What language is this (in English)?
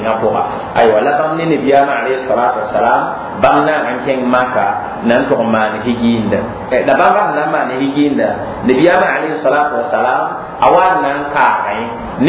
Mossi